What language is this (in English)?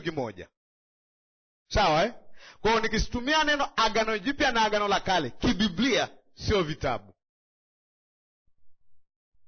Swahili